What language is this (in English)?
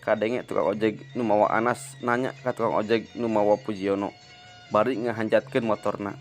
Sundanese